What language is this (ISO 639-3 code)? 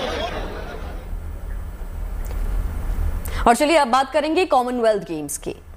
hin